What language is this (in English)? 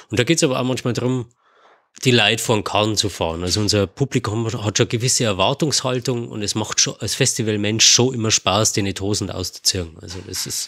Bavarian